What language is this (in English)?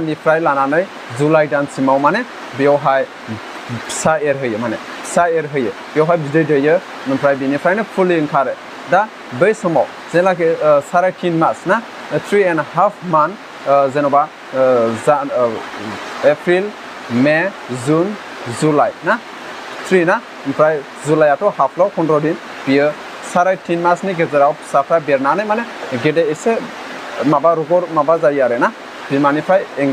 Bodo